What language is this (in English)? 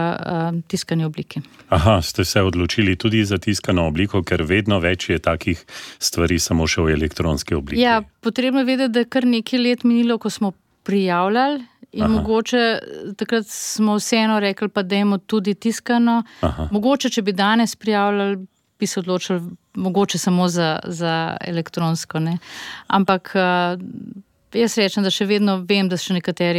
Slovenian